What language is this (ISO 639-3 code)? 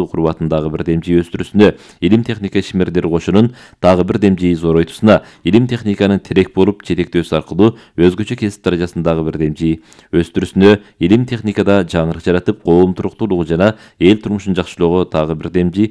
kir